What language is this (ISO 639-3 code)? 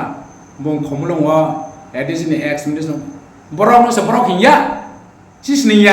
ria